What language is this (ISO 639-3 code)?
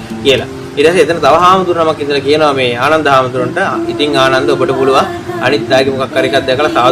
sin